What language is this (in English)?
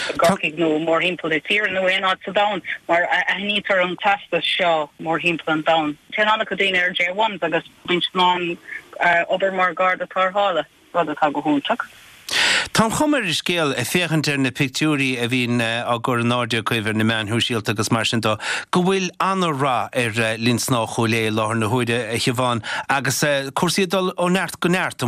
Irish